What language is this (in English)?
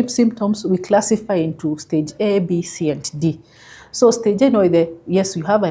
Kamba